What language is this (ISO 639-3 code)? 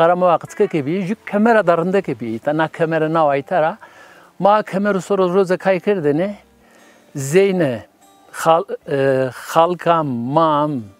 zza